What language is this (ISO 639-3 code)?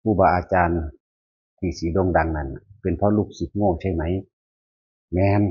tts